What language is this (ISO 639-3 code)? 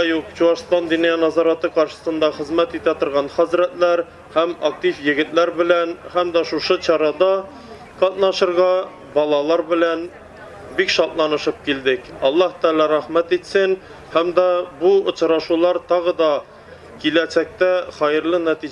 tat